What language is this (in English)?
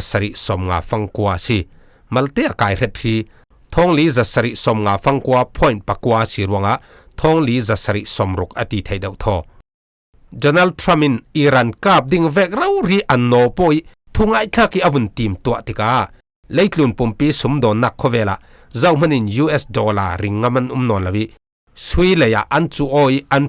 Falam Chin